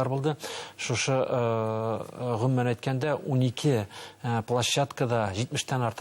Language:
Bashkir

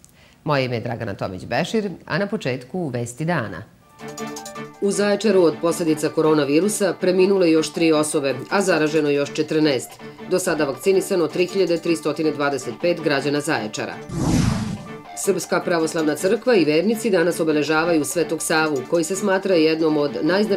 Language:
Serbian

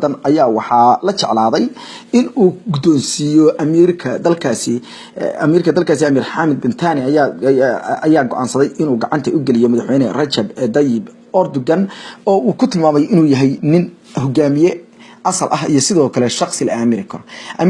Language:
Somali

